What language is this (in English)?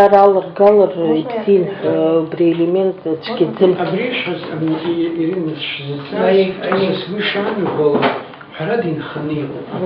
Abkhazian